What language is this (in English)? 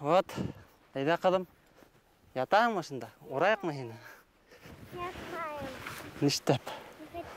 Bashkir